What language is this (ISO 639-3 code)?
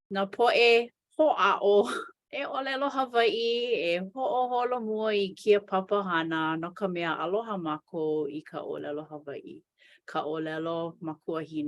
haw